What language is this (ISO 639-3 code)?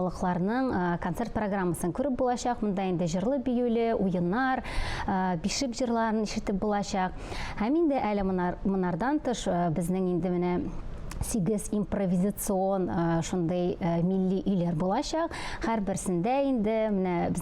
tat